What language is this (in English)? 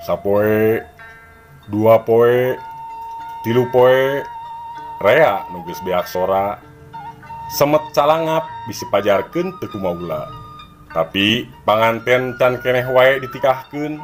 Sundanese